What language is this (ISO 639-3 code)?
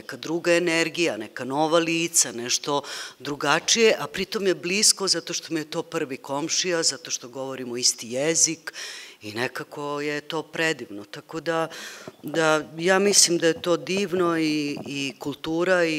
srp